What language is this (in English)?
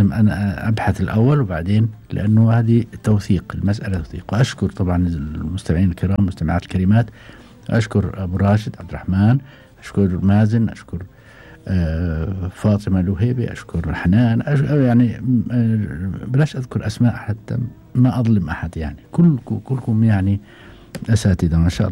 Gulf Arabic